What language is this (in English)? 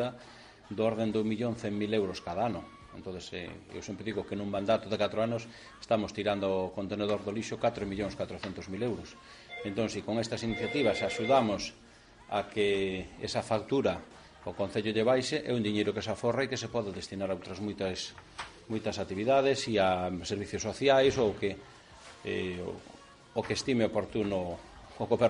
Galician